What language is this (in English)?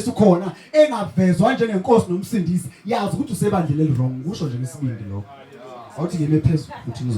Zulu